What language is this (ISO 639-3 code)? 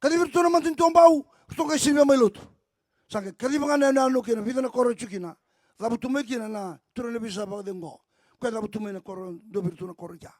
fij